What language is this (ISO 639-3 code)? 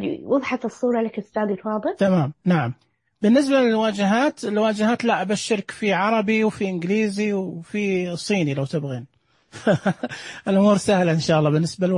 ars